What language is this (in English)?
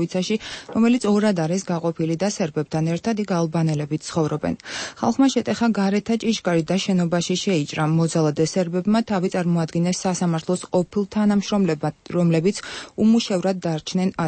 Georgian